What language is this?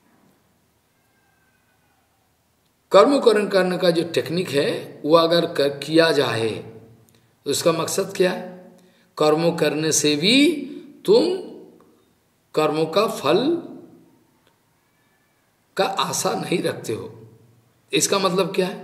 Hindi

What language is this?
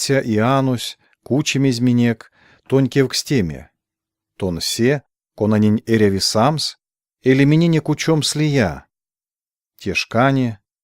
Erzya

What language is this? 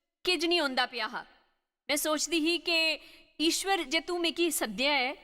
Dogri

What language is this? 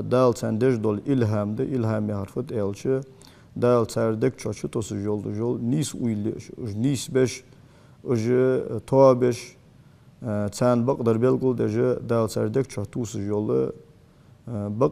Ingush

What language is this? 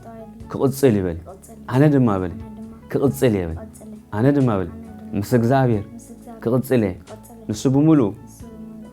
Tigrinya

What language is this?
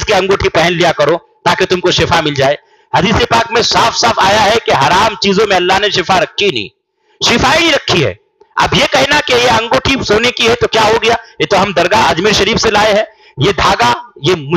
Urdu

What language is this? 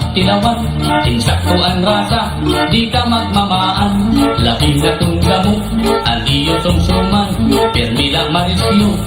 Waray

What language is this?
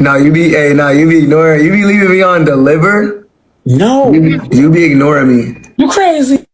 Jamaican Creole English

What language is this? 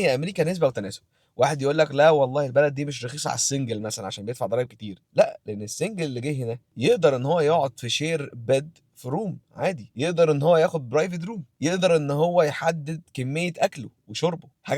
Egyptian Arabic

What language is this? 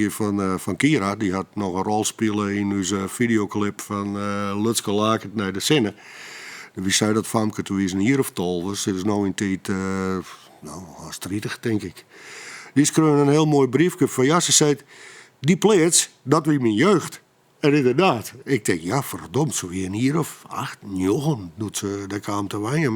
Western Frisian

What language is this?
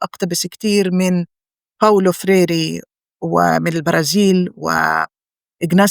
North Levantine Arabic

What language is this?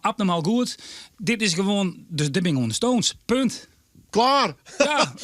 Western Frisian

